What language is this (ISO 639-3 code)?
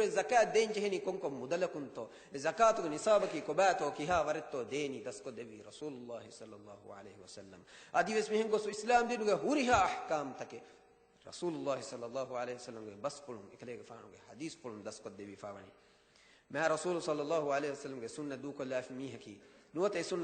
div